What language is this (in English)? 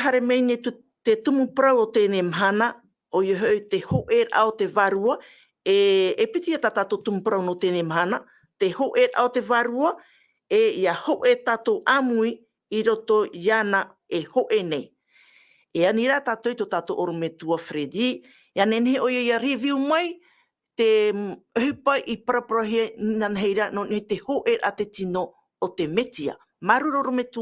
Tahitian